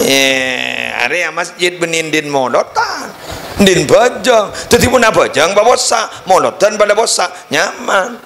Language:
Madurese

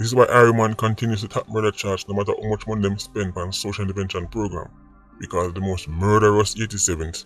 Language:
Jamaican Creole English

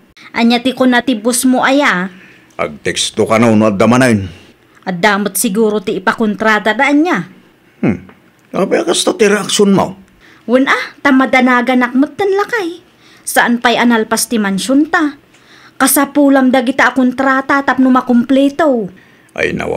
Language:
Iloko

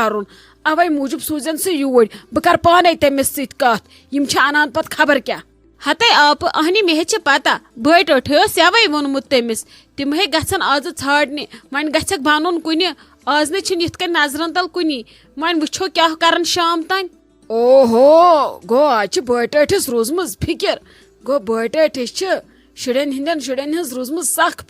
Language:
Kashmiri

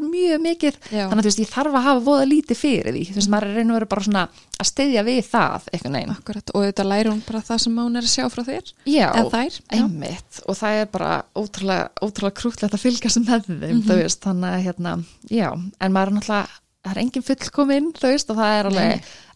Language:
Icelandic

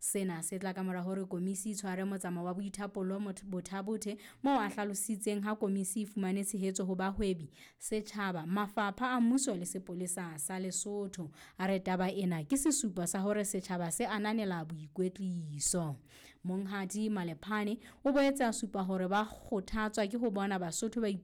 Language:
Southern Sotho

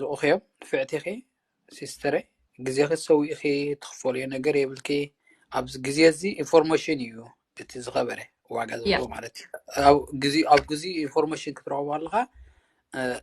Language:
Tigrinya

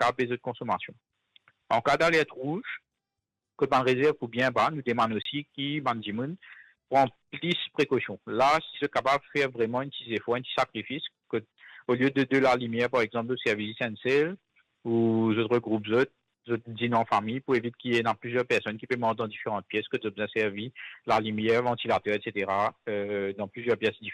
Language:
Morisyen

